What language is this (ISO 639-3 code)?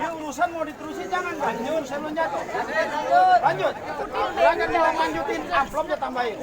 bew